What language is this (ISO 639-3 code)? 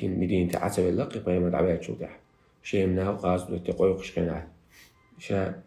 che